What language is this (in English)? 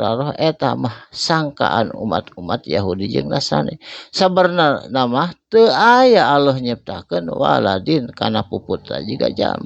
Sundanese